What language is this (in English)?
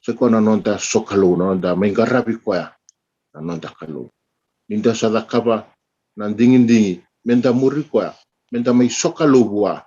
Fijian